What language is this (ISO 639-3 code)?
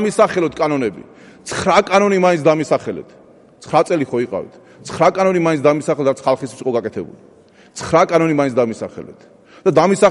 kat